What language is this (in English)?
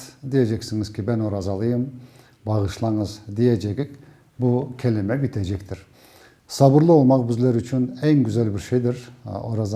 Crimean Tatar